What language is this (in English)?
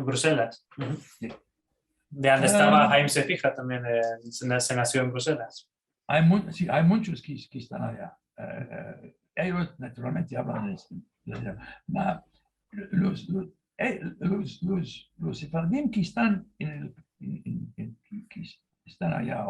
Ladino